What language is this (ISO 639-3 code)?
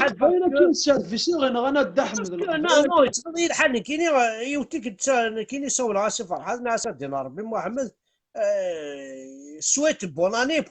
kab